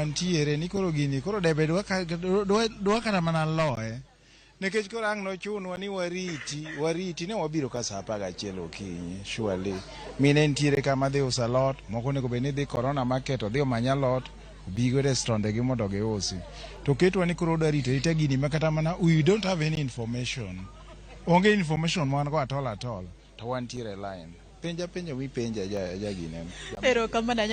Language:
Luo (Kenya and Tanzania)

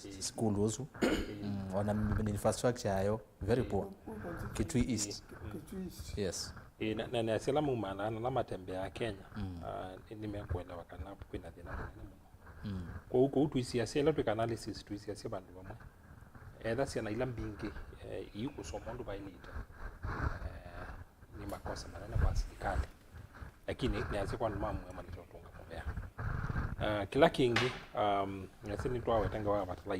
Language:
Kamba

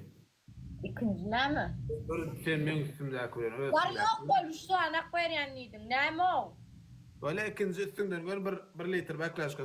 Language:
Turkmen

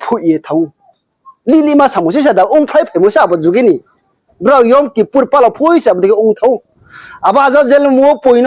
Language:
Riang (India)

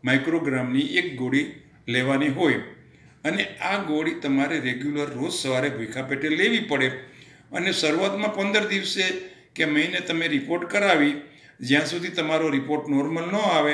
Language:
Gujarati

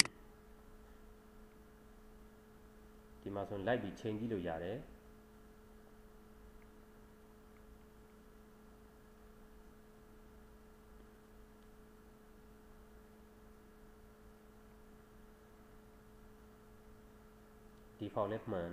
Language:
Burmese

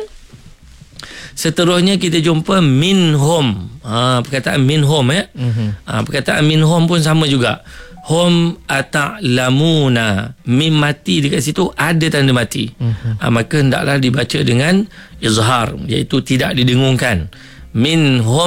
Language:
Malay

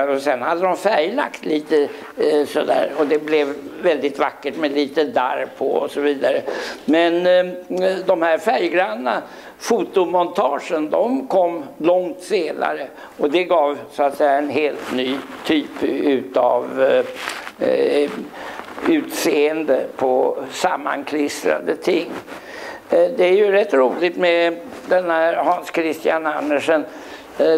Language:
Swedish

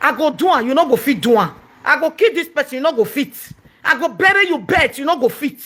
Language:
Nigerian Pidgin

